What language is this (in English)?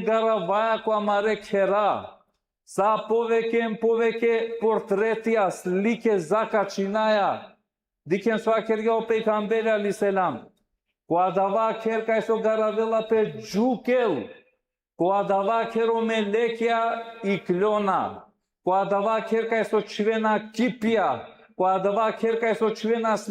Balkan Romani